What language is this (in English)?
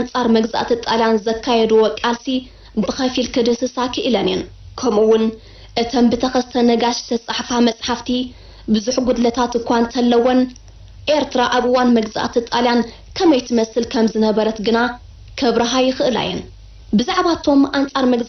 Tigrinya